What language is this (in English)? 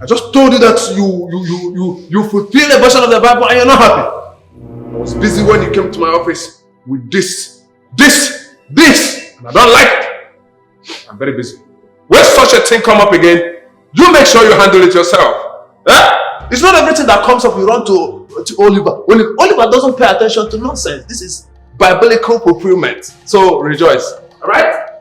Nigerian Pidgin